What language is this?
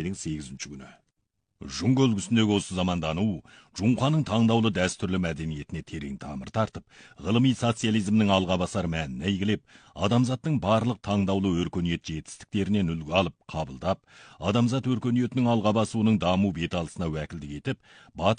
Kazakh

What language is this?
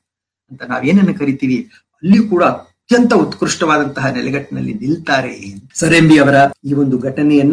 Kannada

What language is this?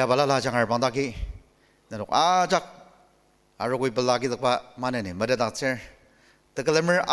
Ao Naga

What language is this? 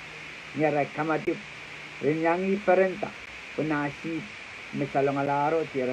Pohnpeian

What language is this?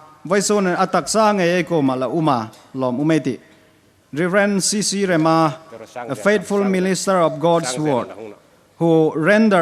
Hmar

